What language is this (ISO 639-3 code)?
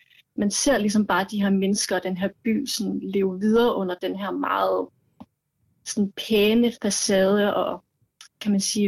dan